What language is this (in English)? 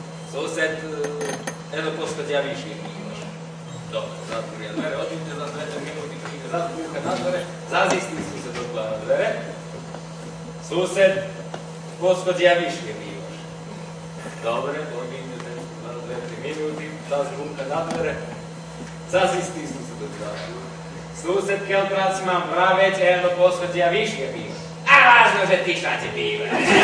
Slovak